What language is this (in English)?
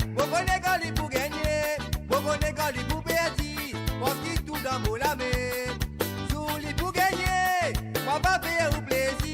Morisyen